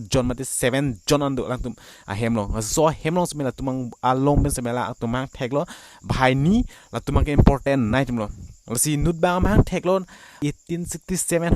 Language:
Karbi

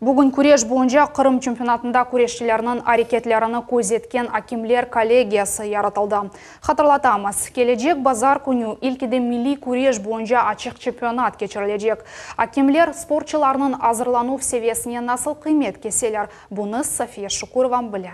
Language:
Crimean Tatar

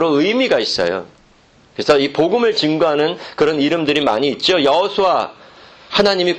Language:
Korean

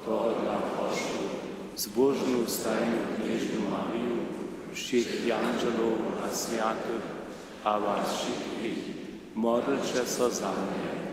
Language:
Upper Sorbian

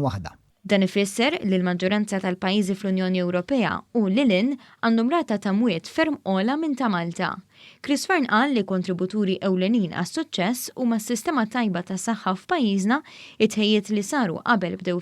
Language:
Maltese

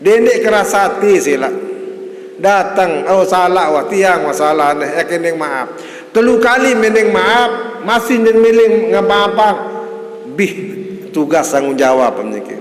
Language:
Sasak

